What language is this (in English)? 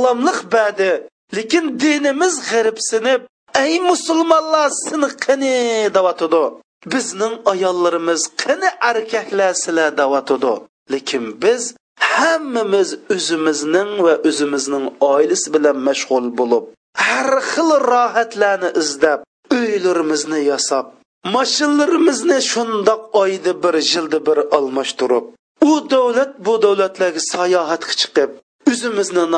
Uyghur